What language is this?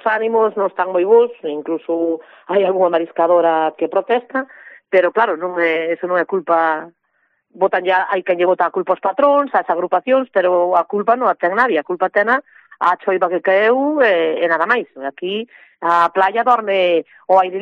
Galician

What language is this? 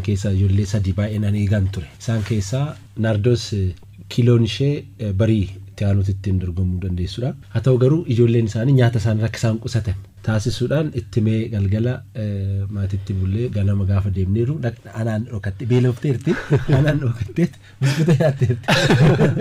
Oromo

